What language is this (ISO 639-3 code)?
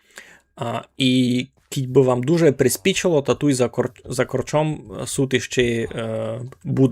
rue